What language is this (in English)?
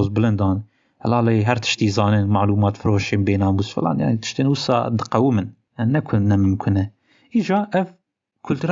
Kurdish